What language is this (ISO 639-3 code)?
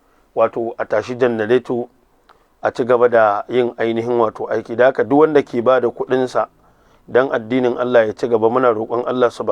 hau